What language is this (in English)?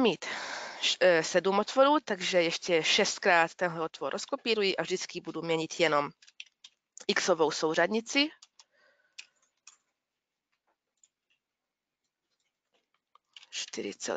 Czech